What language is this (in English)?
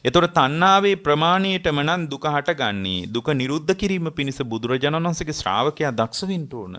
Sinhala